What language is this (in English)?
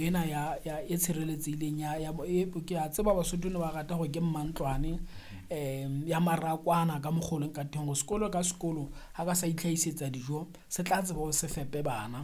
Southern Sotho